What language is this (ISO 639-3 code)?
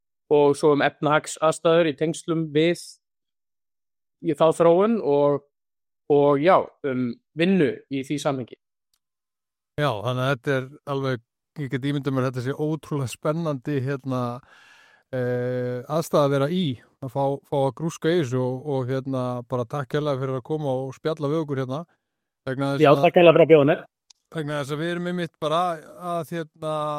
isl